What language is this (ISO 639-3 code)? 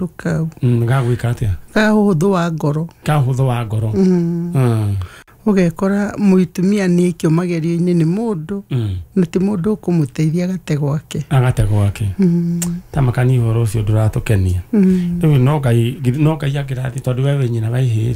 kik